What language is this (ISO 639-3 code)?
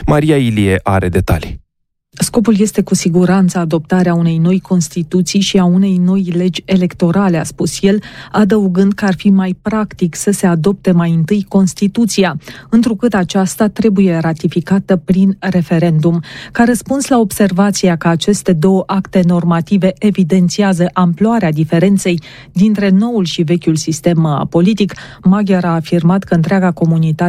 ron